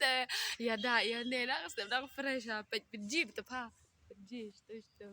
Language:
Khasi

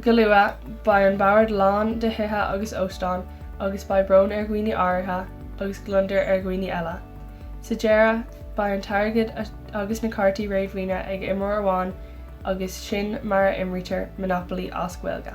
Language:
Irish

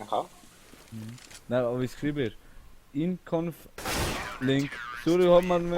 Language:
Swiss German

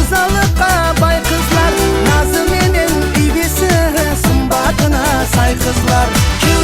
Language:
Kara-Kalpak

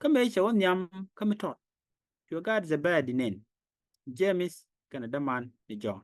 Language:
Nuer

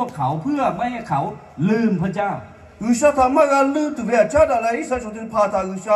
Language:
Lahu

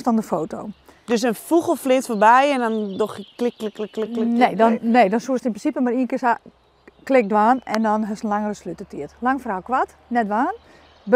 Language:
Western Frisian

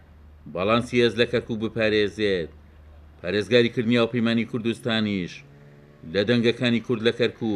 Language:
Central Kurdish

